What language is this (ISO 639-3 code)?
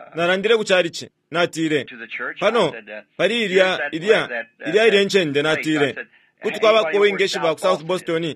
bem